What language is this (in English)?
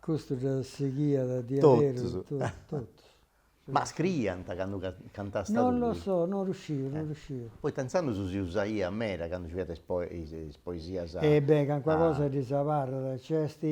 Sardinian